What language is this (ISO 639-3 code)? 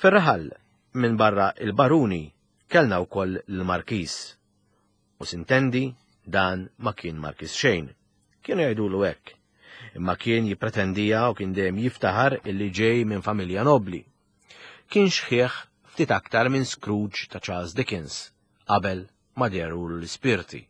mlt